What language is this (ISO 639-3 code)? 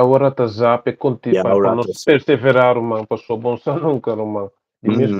pap